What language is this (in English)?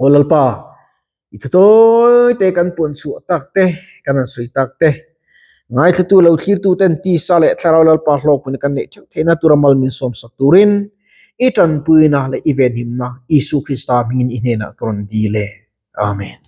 Mizo